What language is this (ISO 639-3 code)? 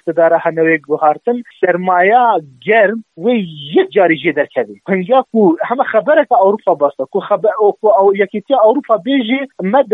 kur